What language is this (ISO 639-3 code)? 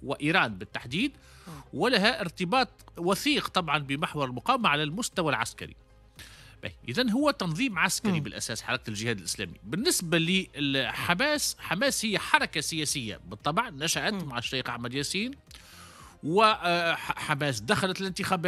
aeb